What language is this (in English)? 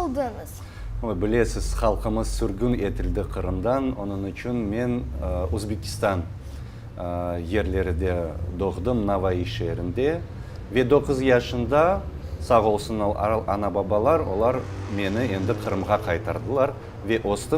Crimean Tatar